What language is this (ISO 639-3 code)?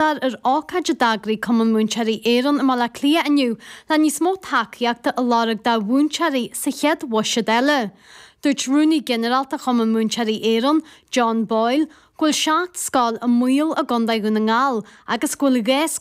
gle